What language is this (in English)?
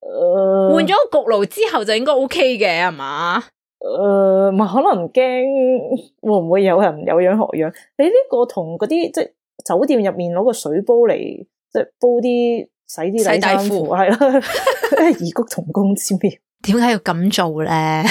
Cantonese